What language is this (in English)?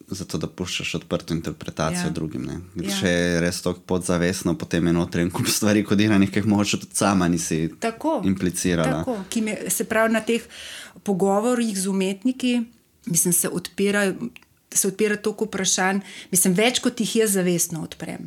Slovenian